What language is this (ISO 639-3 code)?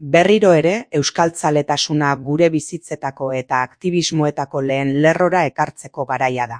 eus